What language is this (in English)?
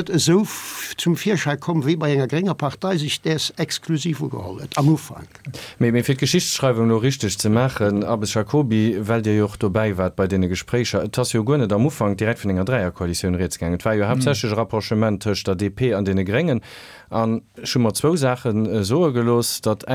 Luxembourgish